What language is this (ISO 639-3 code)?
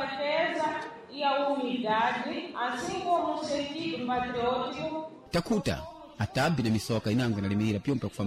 seh